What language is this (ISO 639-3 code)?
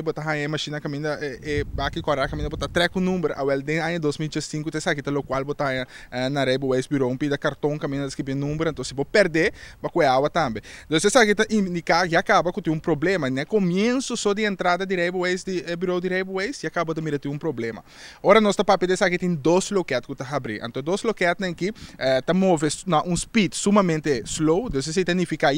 pap